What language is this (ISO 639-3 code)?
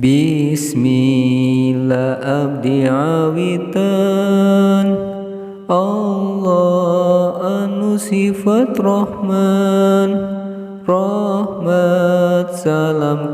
sun